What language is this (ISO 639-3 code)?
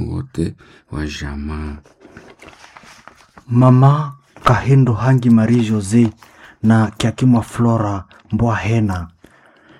swa